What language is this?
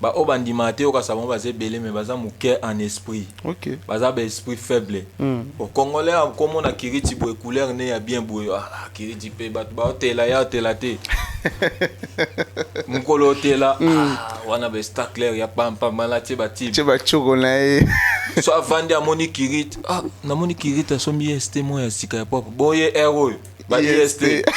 Lingala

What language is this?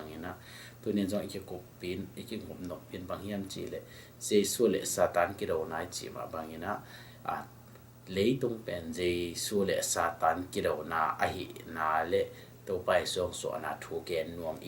Tedim Chin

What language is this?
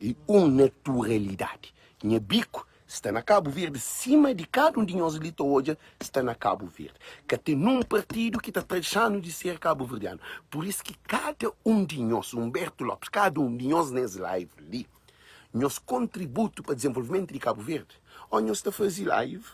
Kabuverdianu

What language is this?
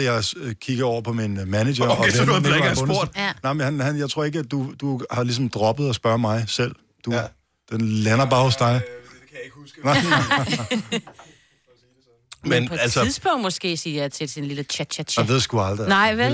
Danish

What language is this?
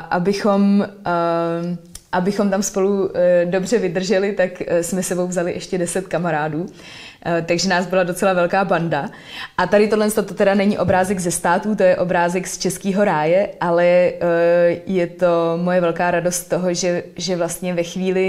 Czech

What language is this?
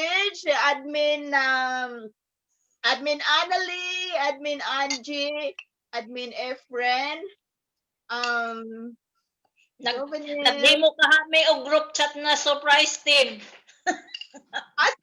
Cebuano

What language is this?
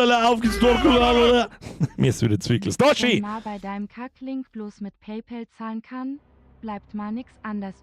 Bavarian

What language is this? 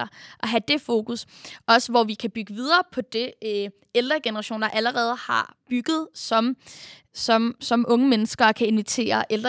Danish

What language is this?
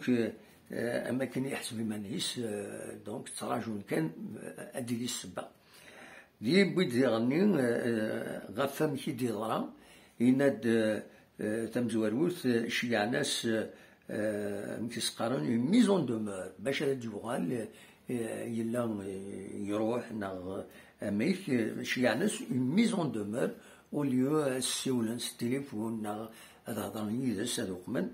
Kabyle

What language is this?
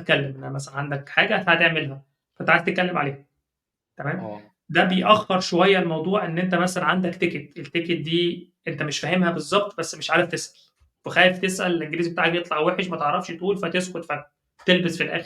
Egyptian Arabic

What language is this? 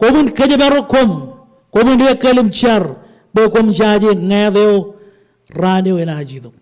Marshallese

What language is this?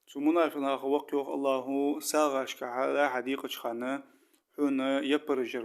Ingush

